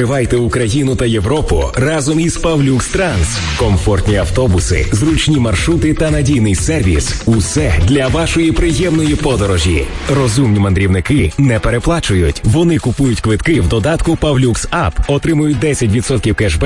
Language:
Ukrainian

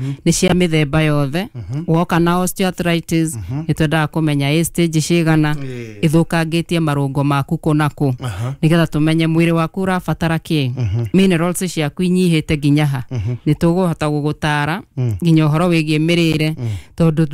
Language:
Kikuyu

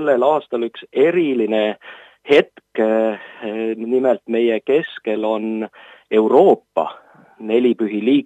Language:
Estonian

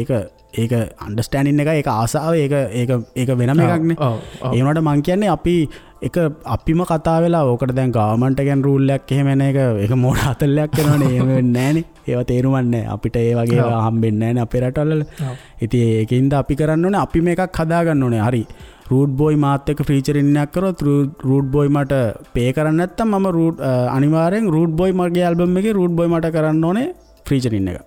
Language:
Sinhala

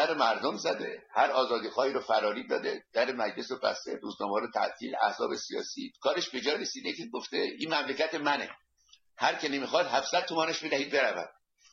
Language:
Persian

